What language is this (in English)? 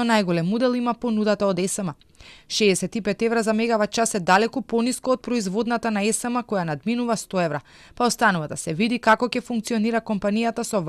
Macedonian